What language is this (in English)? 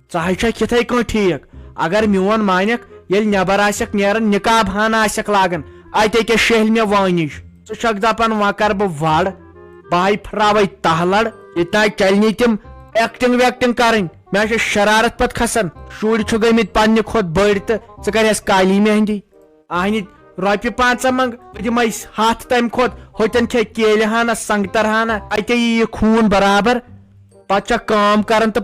Kashmiri